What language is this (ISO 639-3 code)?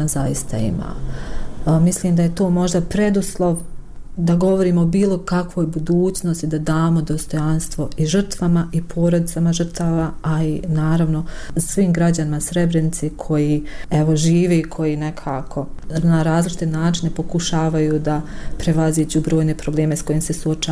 bos